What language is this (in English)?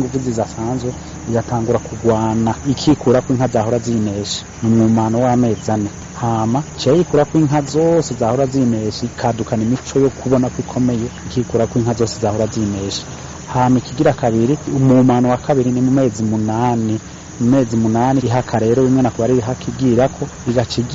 Rundi